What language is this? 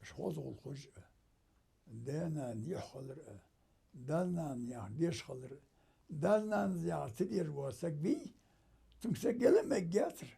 Ingush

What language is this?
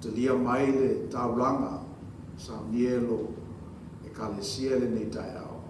Samoan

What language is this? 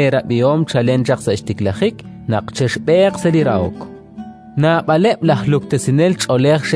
Kekchí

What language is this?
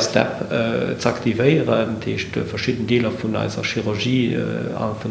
Luxembourgish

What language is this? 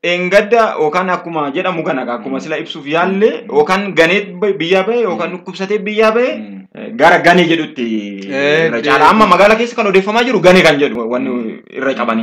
Oromo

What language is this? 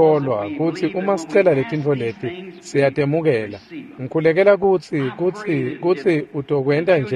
Swati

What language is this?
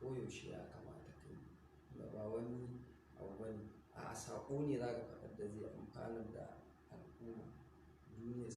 Hausa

